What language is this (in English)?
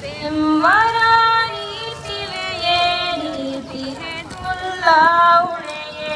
Divehi